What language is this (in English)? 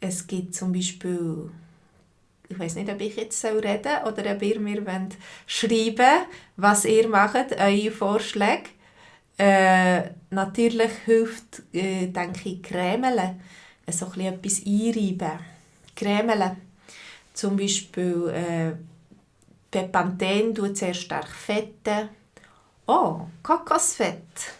Swiss German